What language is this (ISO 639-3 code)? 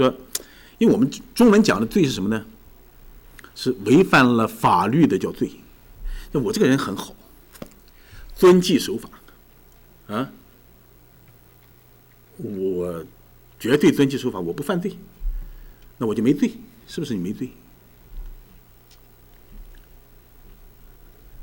zho